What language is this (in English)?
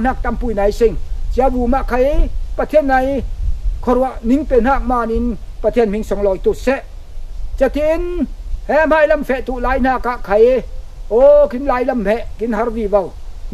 Falam Chin